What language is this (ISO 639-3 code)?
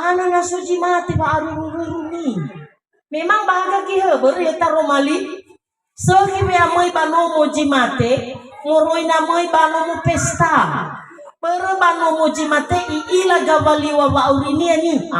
nia